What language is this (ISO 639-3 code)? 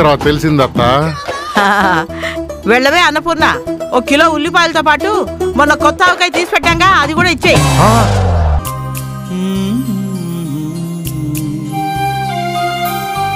tel